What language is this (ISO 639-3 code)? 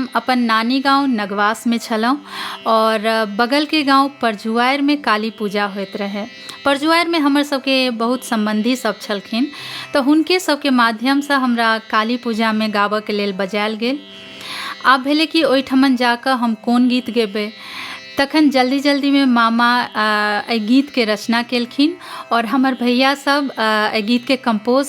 mai